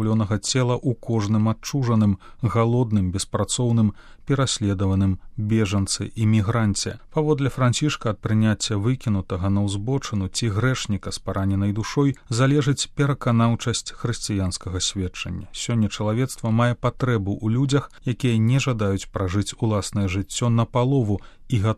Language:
Belarusian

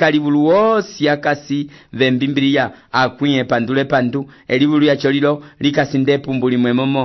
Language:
Umbundu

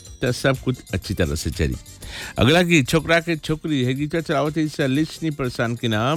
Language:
Bhojpuri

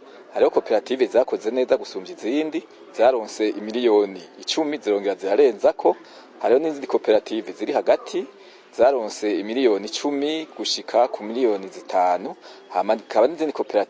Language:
Rundi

